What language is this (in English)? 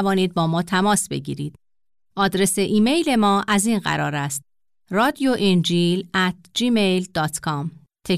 Persian